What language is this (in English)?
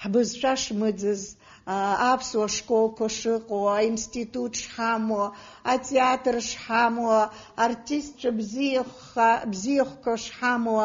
Abkhazian